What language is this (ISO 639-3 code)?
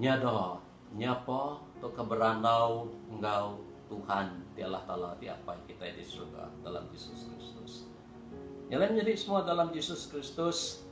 iba